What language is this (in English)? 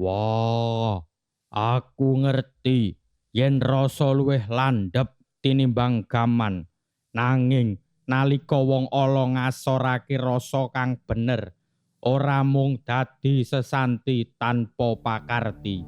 Javanese